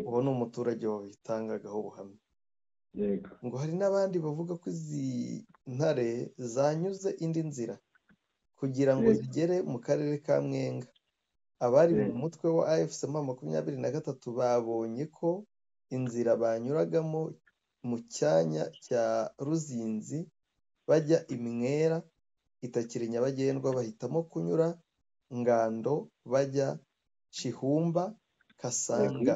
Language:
Kinyarwanda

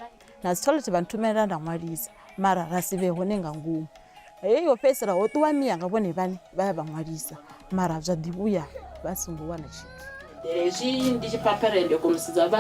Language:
Venda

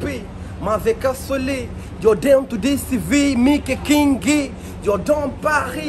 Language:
Kabuverdianu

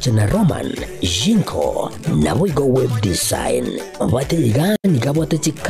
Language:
Gusii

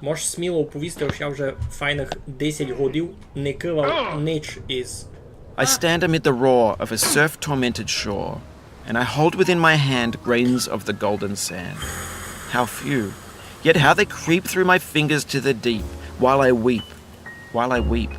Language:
Rusyn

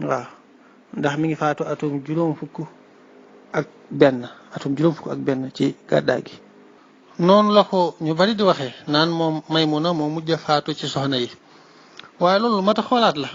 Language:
Wolof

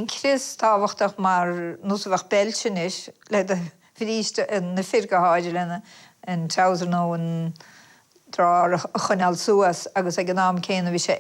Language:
Irish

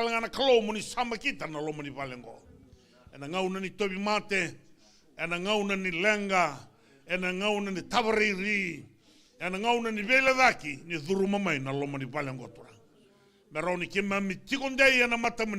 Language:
Fijian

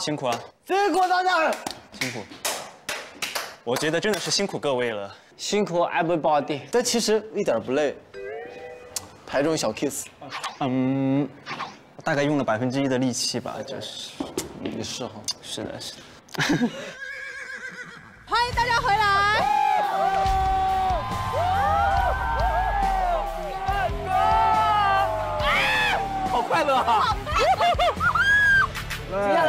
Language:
Chinese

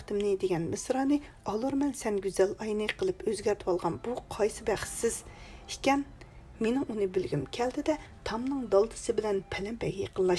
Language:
Uyghur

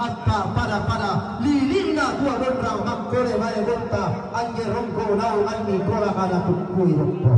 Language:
Toraja-Sa'dan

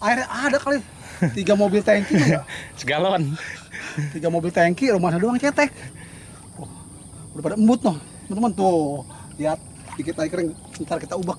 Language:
Betawi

